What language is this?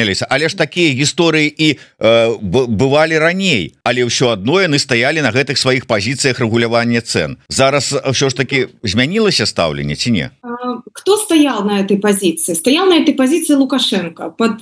Belarusian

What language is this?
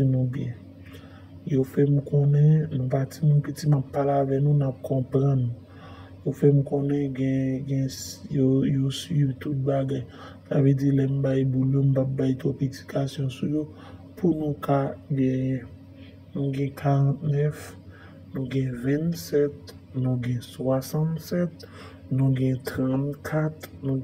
Haitian Creole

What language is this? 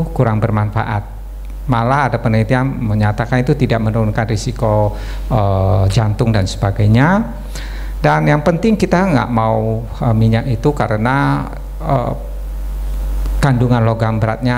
Indonesian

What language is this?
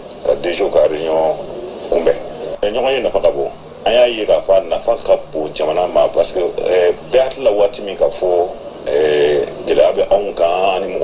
Bambara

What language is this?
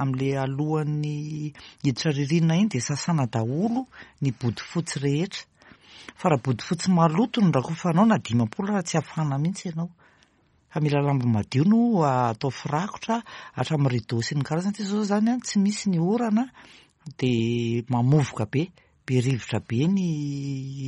Malagasy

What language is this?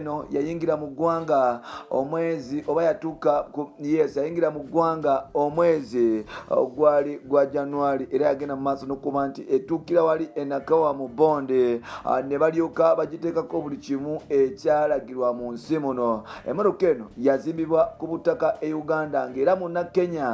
Ganda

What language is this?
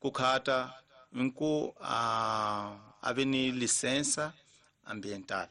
Tsonga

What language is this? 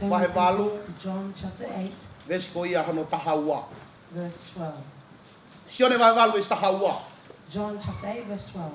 Tongan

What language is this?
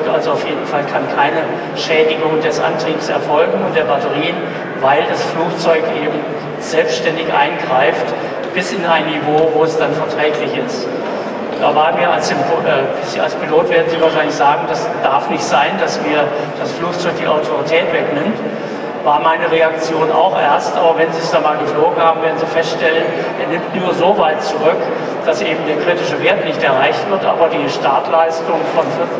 German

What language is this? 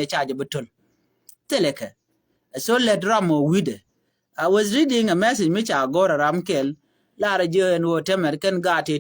Nuer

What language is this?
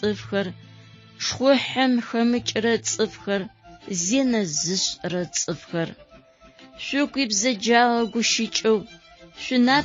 Adyghe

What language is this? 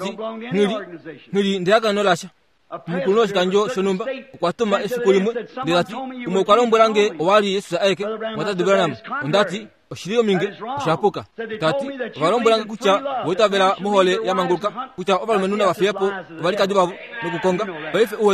Kuanyama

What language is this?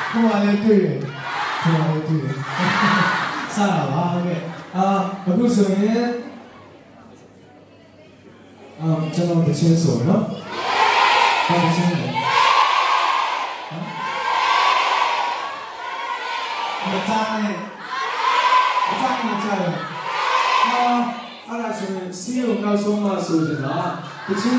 Burmese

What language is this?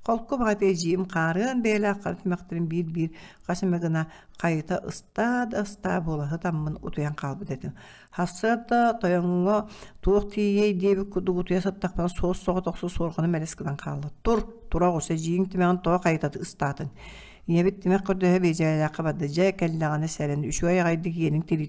Yakut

